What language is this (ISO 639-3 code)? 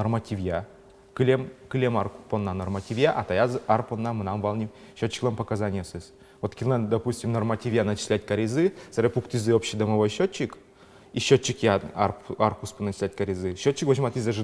udm